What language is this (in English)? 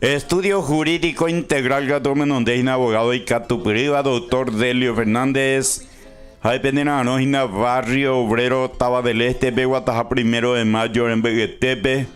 Guarani